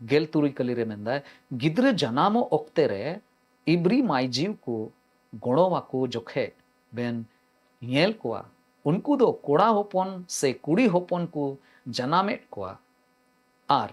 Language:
Santali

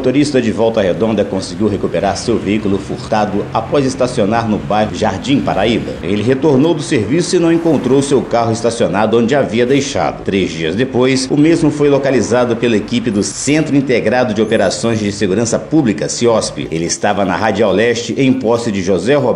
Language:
Portuguese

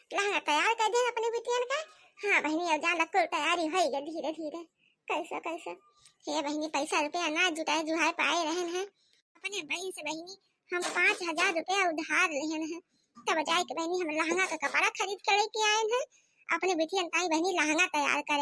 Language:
Awadhi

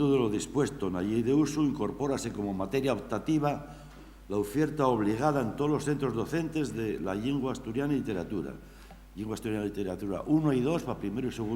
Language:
Asturian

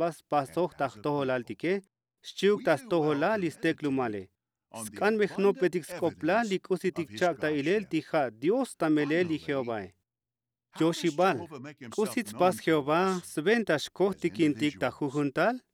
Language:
Tzotzil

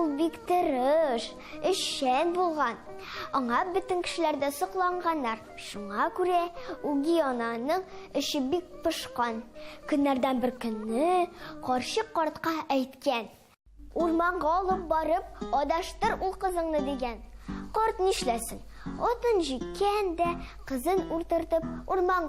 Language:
Tatar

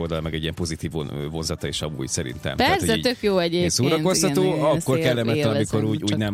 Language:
Hungarian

